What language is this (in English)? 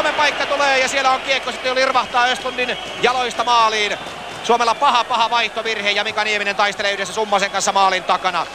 Finnish